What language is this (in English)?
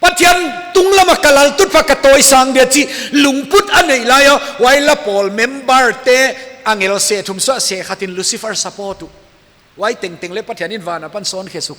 Paite Chin